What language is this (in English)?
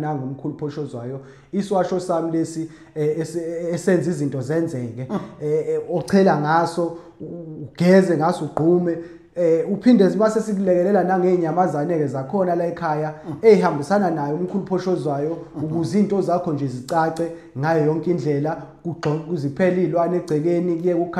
Zulu